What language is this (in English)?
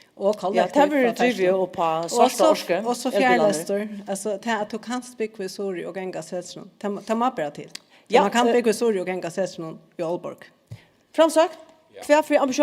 Faroese